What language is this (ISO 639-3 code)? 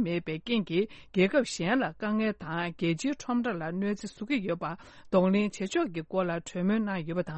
bod